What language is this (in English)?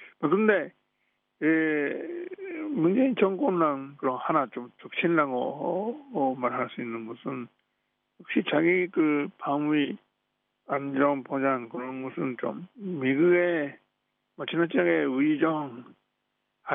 Korean